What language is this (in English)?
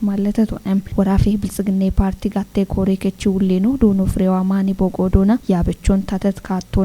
Kafa